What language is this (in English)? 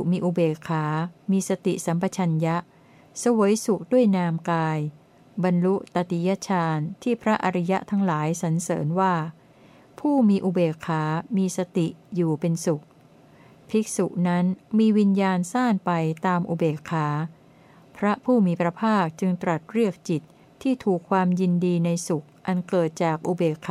Thai